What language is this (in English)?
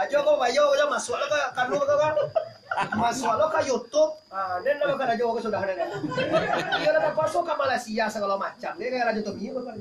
Minangkabau